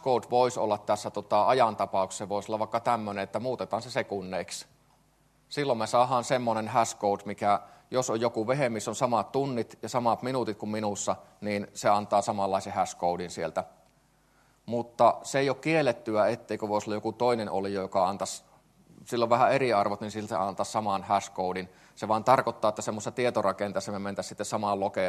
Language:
Finnish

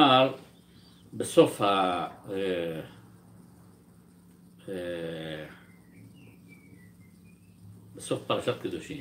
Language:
Hebrew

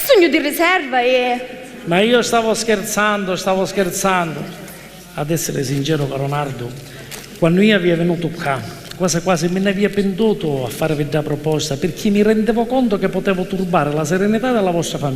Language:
Sicilian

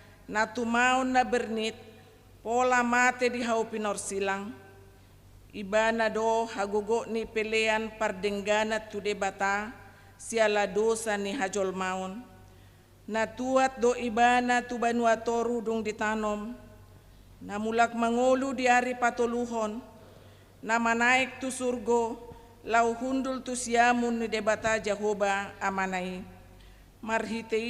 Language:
Batak Toba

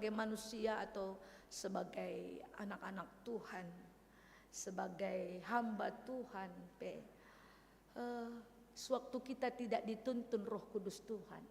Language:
Batak Karo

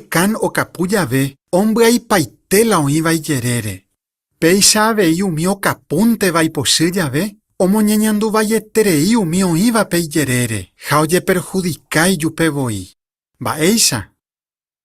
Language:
Guarani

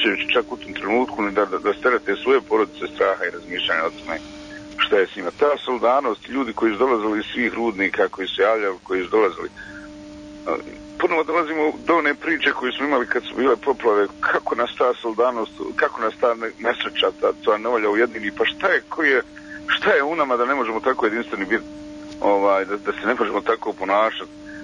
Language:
Bosnian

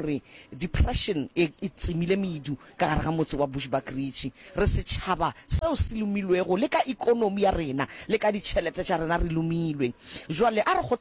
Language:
Northern Sotho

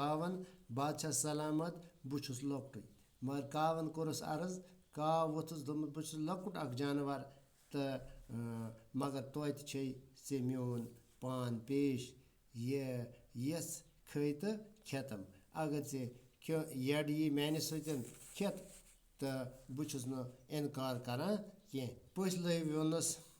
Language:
Kashmiri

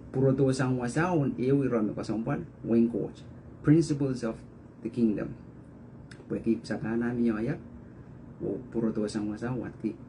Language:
Pohnpeian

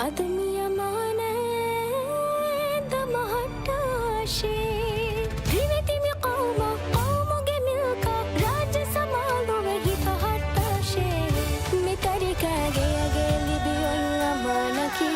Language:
Divehi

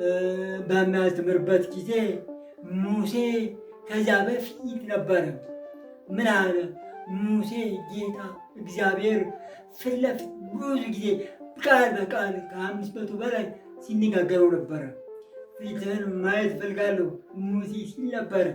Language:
Amharic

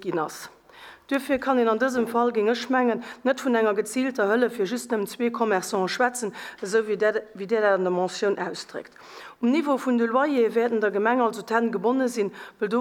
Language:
Luxembourgish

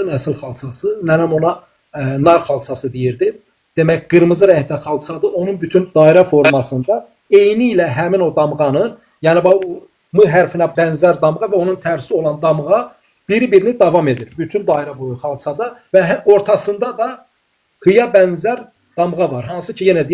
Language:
Azerbaijani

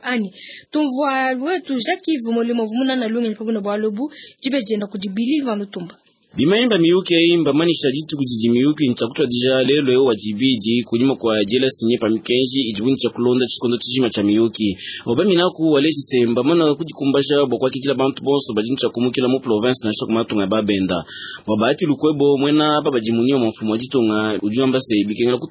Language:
Luba-Lulua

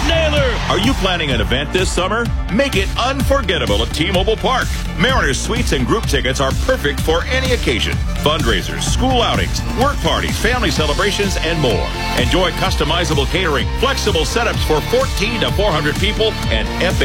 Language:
English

